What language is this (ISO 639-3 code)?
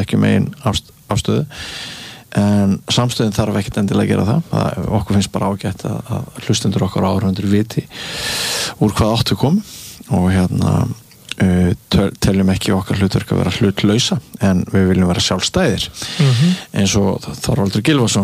isl